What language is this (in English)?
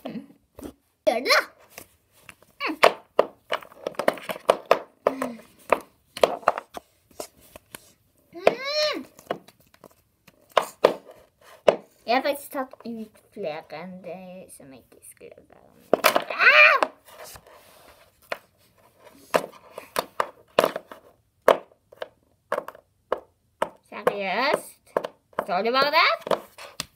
Norwegian